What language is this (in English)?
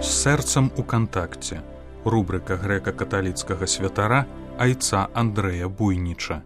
Belarusian